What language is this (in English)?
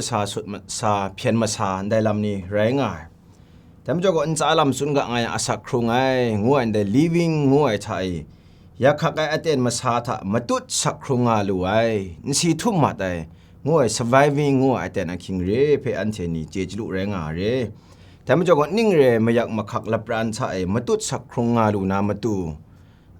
Kachin